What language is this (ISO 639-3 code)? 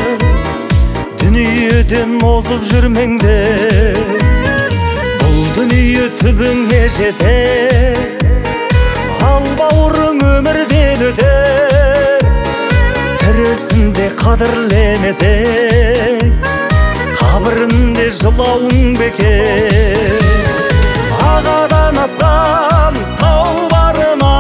kaz